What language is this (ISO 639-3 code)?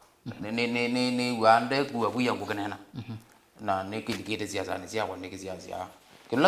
kam